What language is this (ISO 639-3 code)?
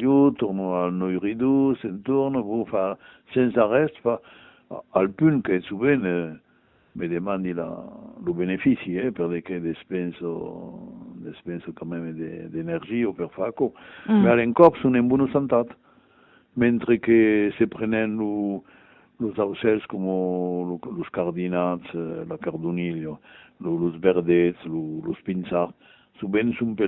oci